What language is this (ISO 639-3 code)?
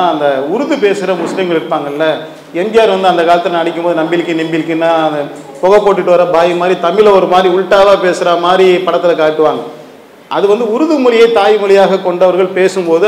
tam